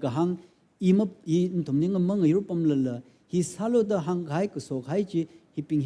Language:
Tangkhul Naga (India)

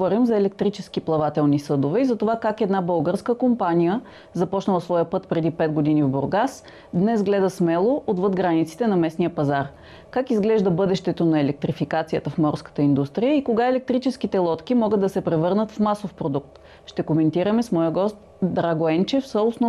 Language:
Bulgarian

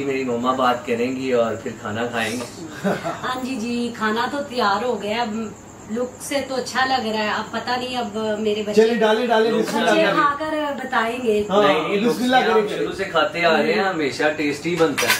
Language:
Hindi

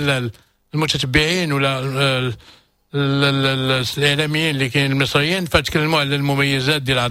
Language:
Moroccan Arabic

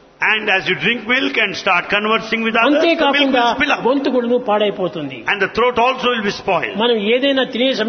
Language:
Telugu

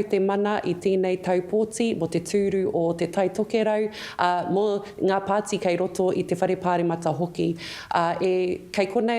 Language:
Māori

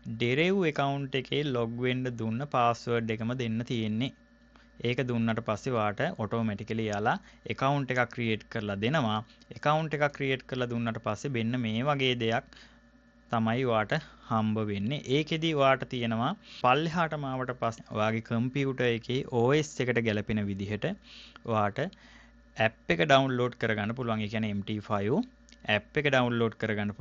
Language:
Sinhala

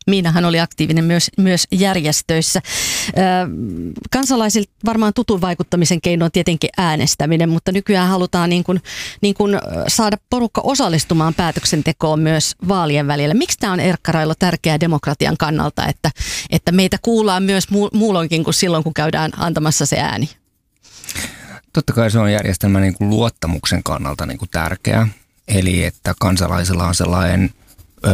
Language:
Finnish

